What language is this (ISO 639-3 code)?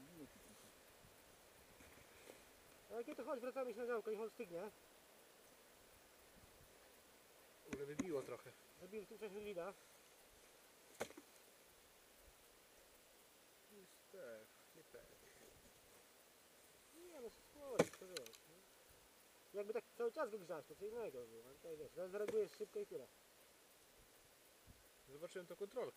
pol